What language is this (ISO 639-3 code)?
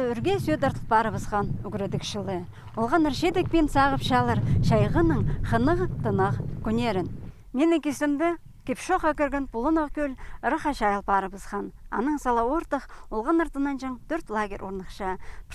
kjh